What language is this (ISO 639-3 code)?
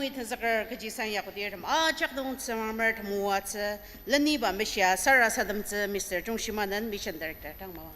njo